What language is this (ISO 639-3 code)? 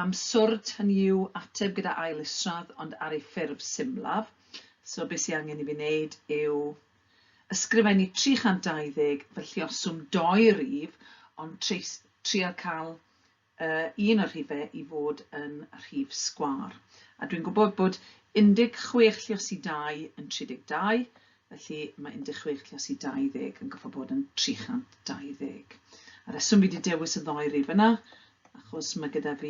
cym